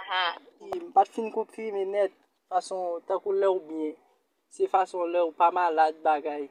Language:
Haitian Creole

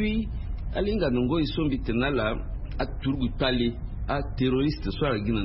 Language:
Sango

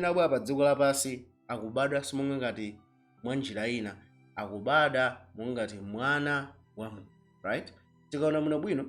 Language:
Nyanja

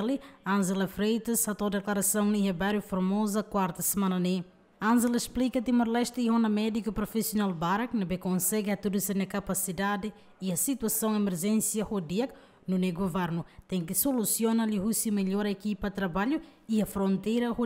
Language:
Tetum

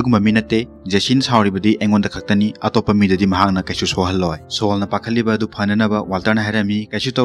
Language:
Manipuri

